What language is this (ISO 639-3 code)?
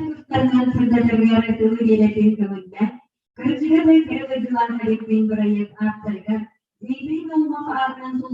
sah